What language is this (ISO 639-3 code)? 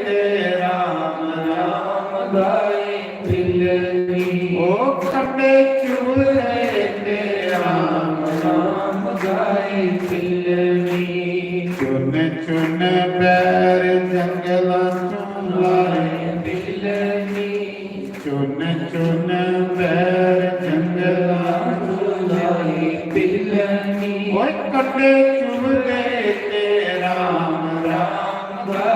doi